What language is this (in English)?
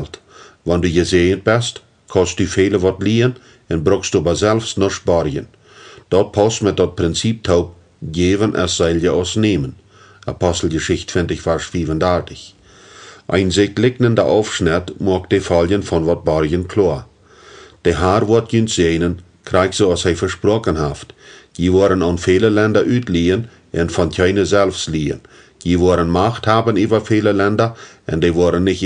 Plautdietsch